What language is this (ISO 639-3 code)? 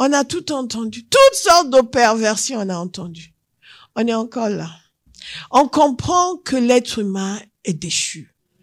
fra